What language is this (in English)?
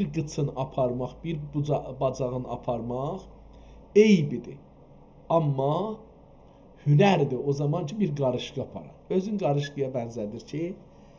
South Azerbaijani